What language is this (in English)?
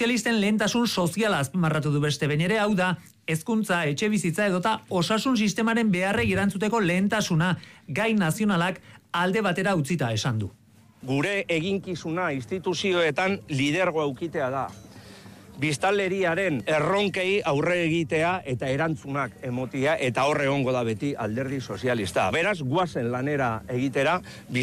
Basque